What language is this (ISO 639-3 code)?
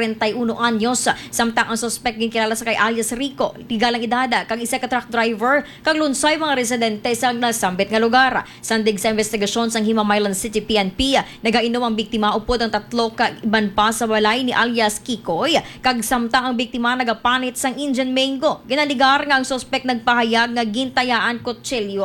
hil